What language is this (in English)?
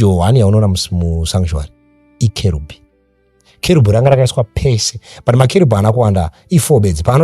Shona